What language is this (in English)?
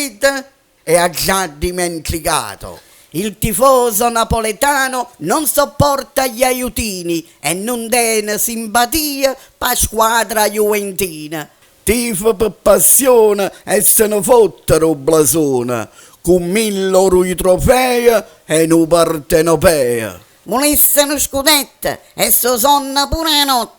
Neapolitan